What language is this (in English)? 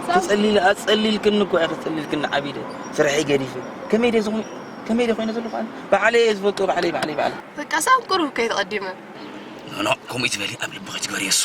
Tigrinya